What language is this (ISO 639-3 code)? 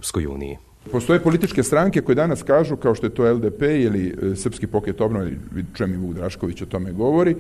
srp